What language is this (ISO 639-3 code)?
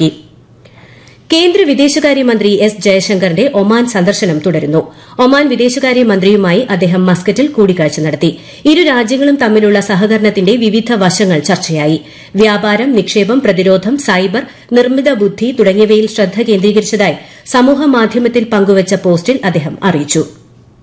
mal